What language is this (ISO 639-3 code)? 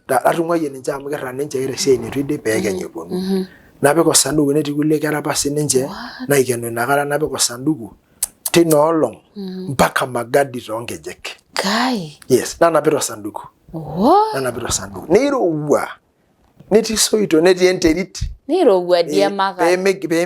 mas